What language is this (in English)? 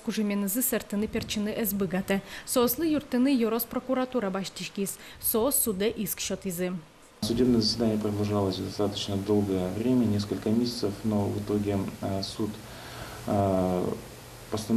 Udmurt